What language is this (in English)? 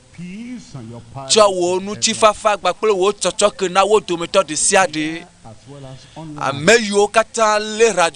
Ewe